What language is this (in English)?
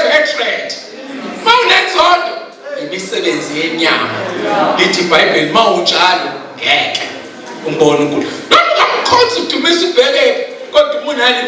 Zulu